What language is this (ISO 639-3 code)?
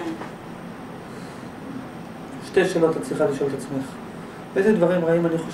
heb